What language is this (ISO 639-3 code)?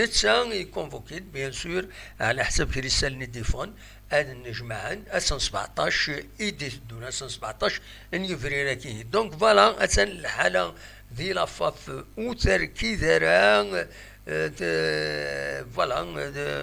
kab